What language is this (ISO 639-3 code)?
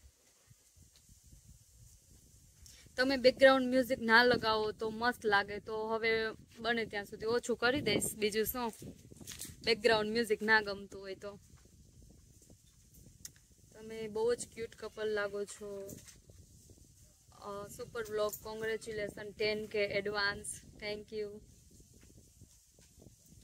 guj